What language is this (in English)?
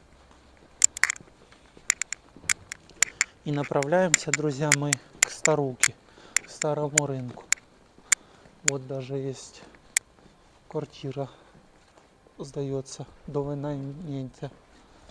Russian